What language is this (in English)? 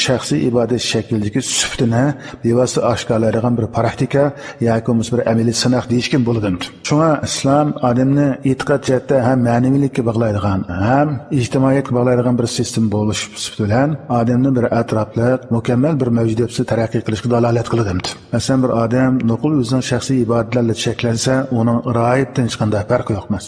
Uyghur